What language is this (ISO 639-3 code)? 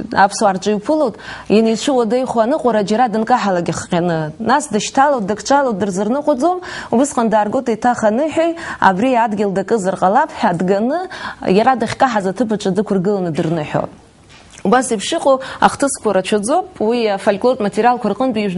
abk